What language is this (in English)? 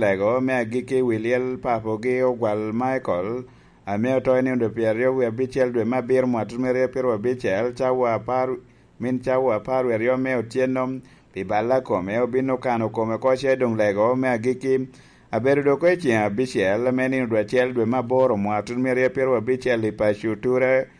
Lango (Uganda)